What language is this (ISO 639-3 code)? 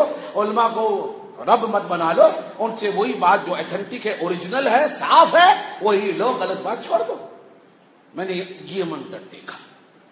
urd